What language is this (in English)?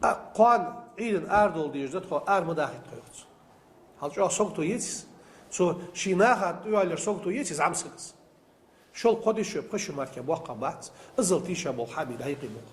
Ingush